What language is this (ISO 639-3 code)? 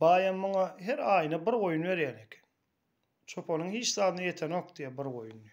tuk